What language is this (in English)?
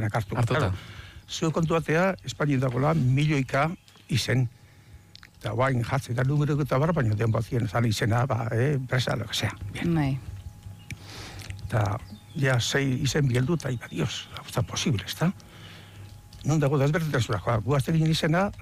Basque